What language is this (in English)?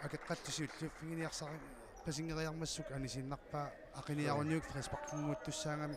Kalaallisut